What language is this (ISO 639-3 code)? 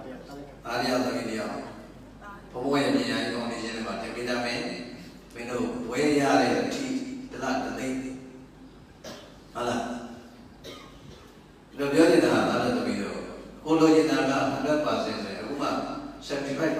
mya